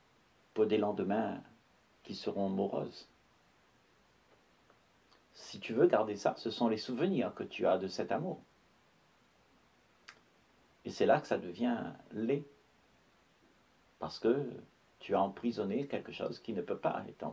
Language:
French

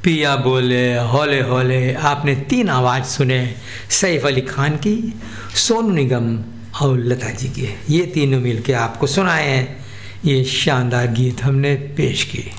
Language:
Hindi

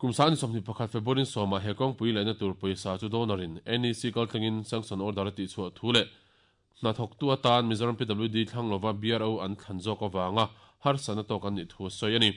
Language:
Mizo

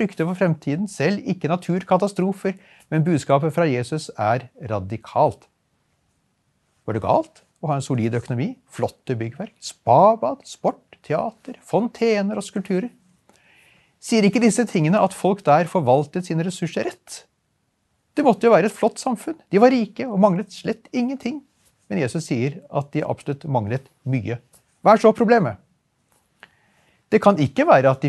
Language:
Norwegian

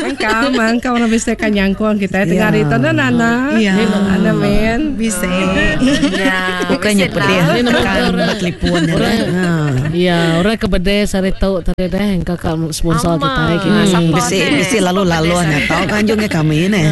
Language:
Iban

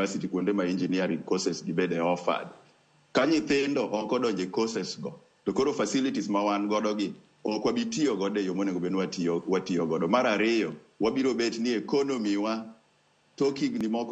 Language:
Luo (Kenya and Tanzania)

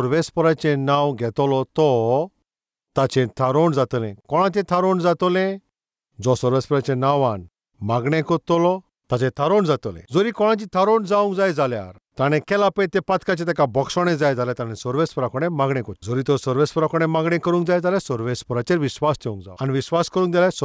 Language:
Konkani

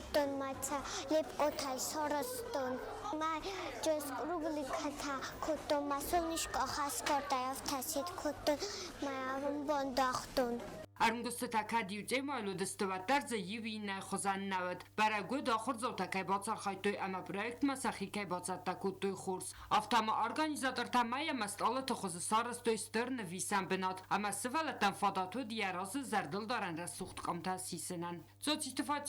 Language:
Ossetic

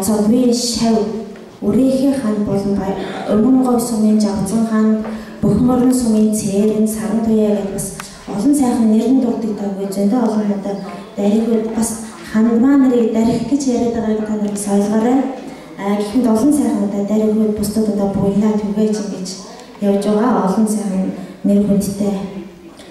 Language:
Mongolian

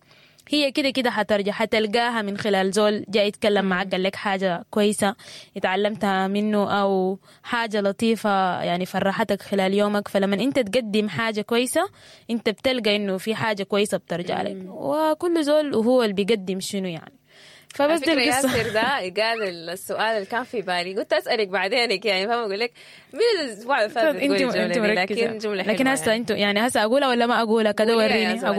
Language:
Sudanese Arabic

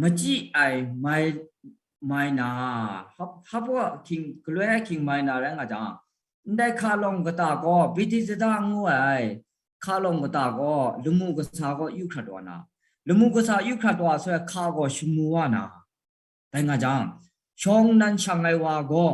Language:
Kachin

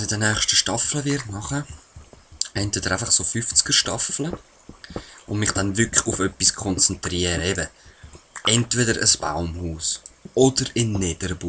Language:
Swiss German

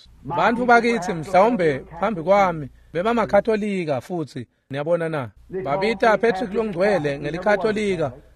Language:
Swati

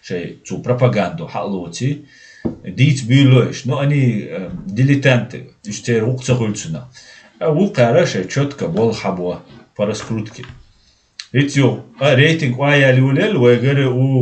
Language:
Chechen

